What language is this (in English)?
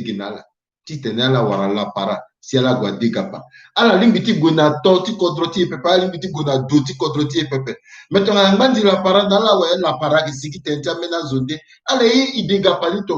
Sango